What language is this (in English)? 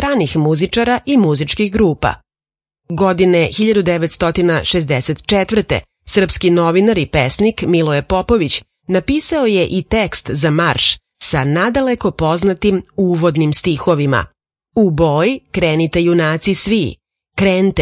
Serbian